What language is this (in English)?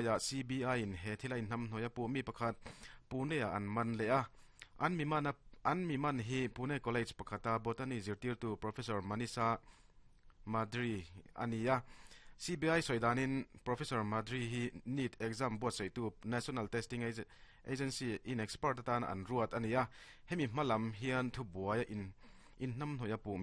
Mizo